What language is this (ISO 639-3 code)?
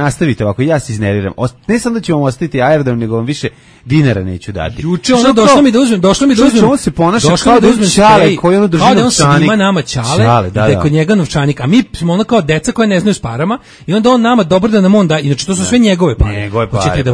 srp